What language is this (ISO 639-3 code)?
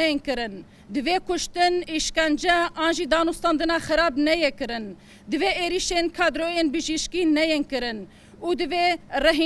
kur